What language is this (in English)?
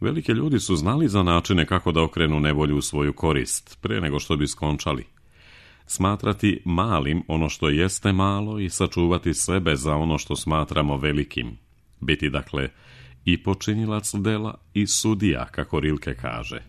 Serbian